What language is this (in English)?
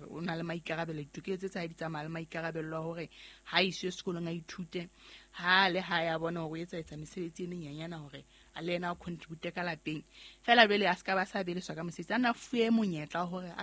Southern Sotho